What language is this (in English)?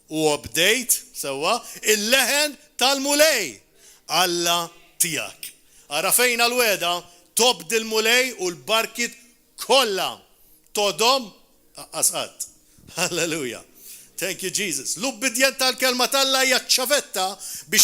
Maltese